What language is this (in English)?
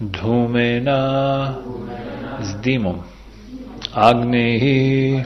Bosnian